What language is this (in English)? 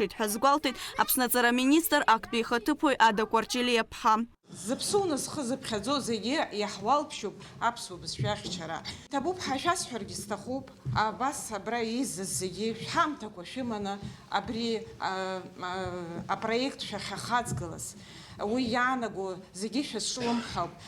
Abkhazian